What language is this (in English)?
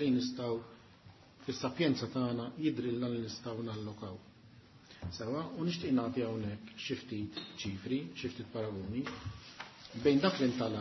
Maltese